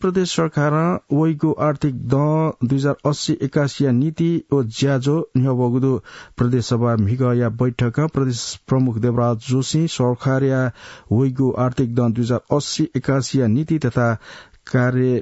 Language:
Newari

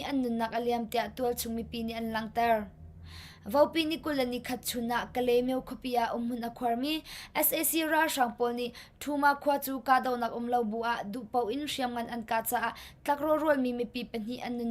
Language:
Hakha Chin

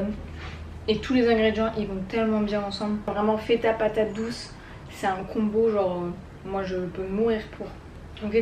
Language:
French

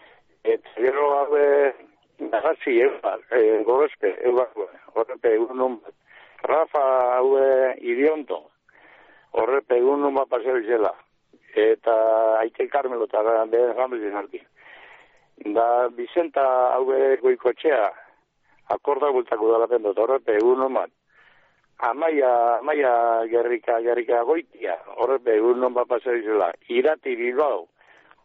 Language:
Basque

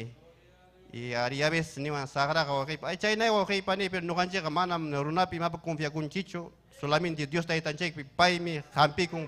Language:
Ayacucho Quechua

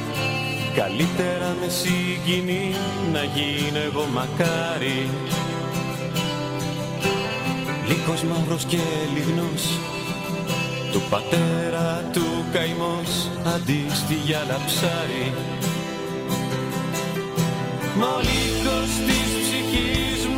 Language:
Greek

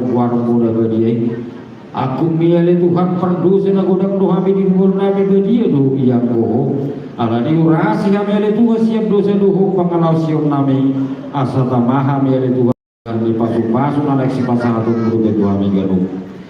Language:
Batak Toba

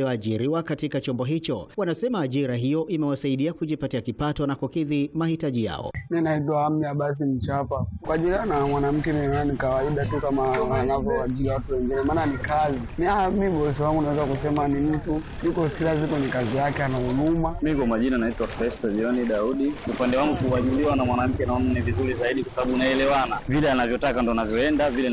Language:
Swahili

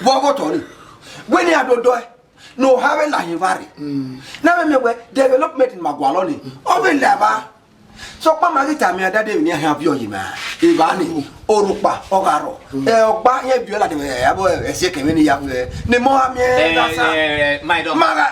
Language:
Bini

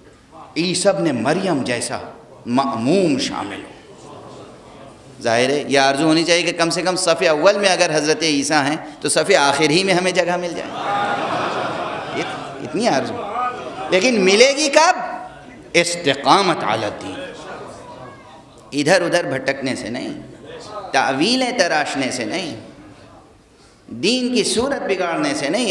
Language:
Urdu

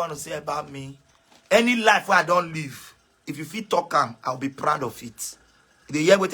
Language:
Nigerian Pidgin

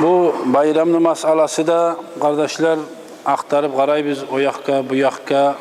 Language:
Kumyk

